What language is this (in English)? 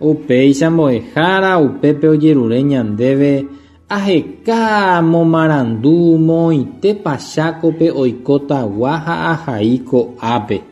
Guarani